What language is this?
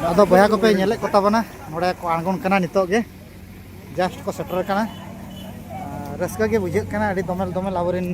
Santali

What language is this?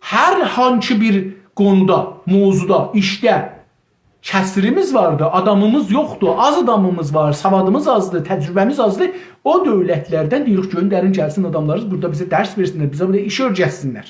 South Azerbaijani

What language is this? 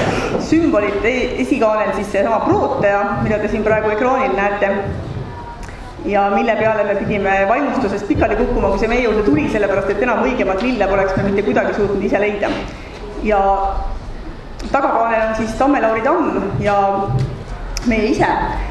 Estonian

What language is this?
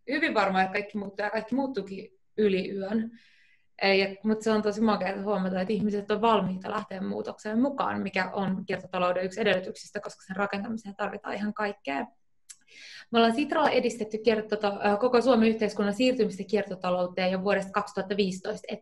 Finnish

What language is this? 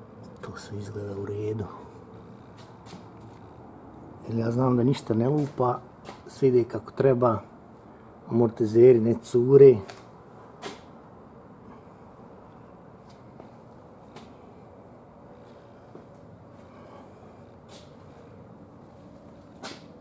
Croatian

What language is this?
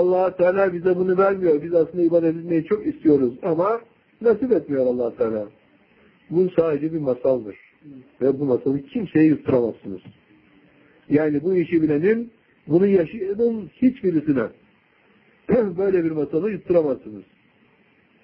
Turkish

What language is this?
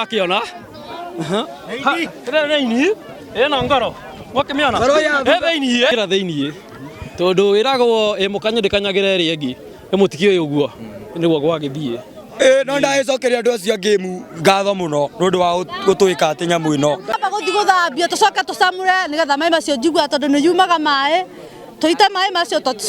Kikuyu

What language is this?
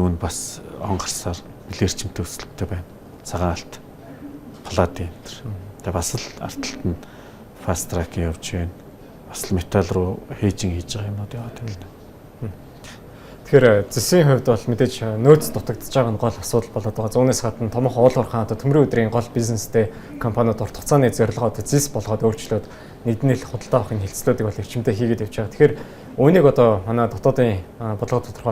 Mongolian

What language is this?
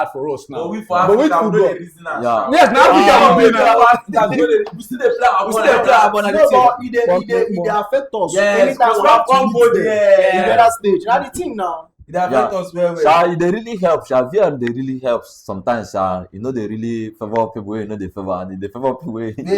Nigerian Pidgin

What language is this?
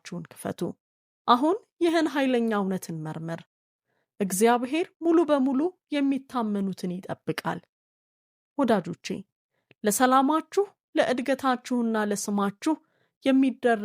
Amharic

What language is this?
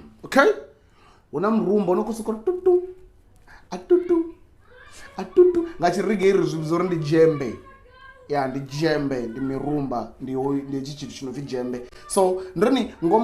Venda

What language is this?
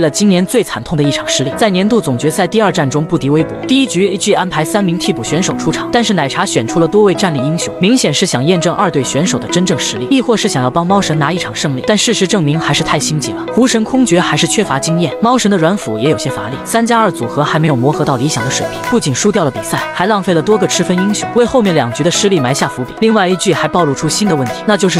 Chinese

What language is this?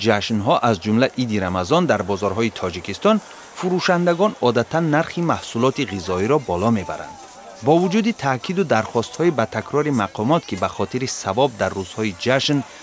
Tajik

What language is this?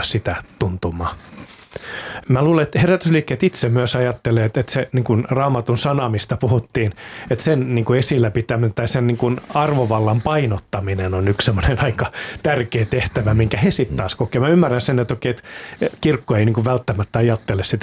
Finnish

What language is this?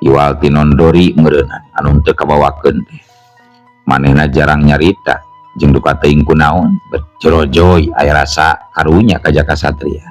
Sundanese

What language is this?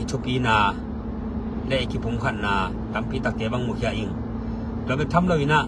Tedim Chin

